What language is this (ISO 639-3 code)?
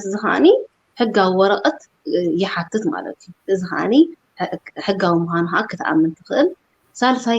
tir